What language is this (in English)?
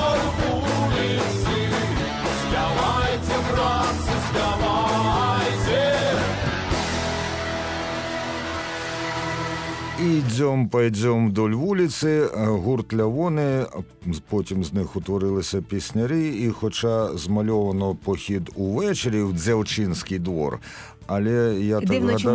Ukrainian